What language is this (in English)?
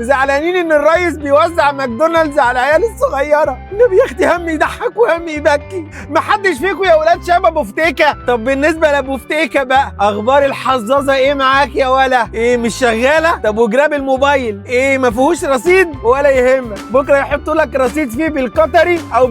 Egyptian Arabic